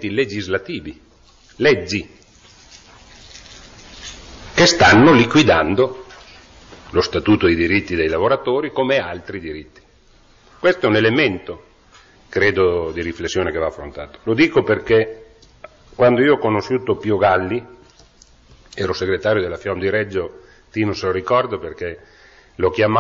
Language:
Italian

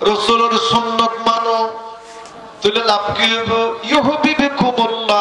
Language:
Rohingya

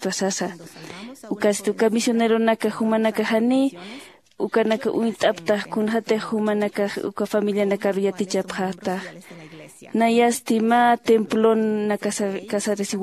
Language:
Aymara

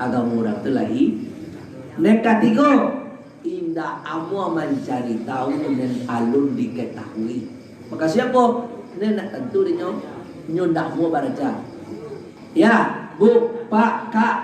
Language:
Minangkabau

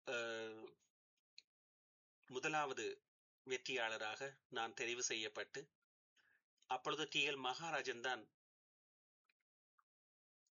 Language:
Tamil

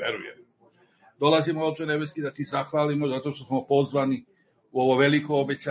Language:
Serbian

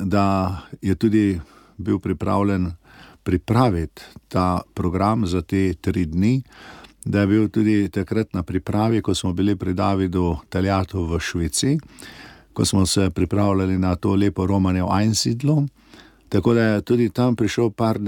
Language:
Slovenian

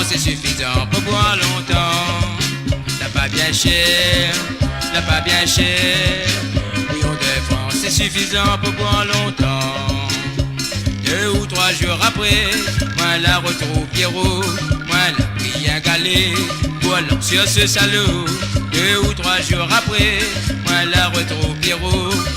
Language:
Morisyen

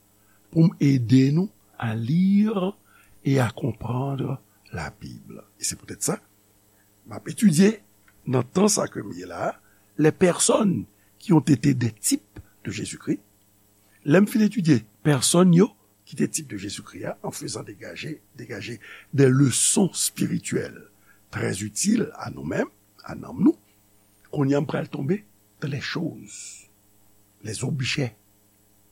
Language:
Haitian Creole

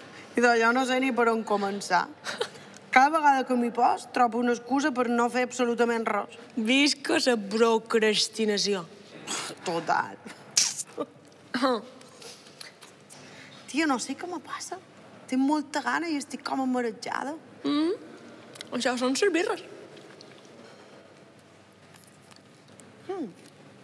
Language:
Catalan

